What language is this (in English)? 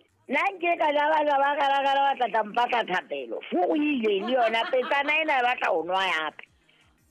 Southern Sotho